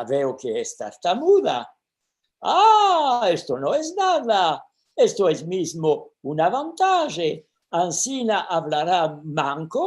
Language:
Ladino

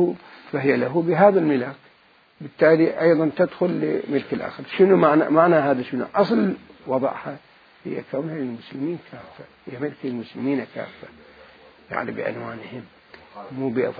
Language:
Mesopotamian Arabic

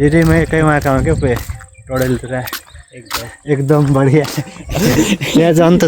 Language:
Nepali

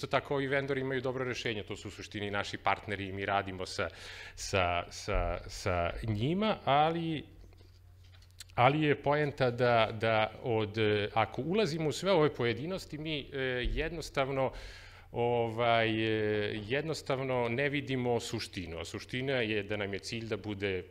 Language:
Serbian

